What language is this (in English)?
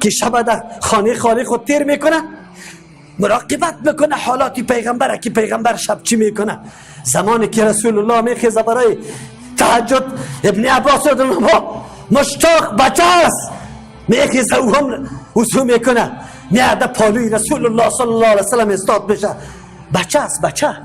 Persian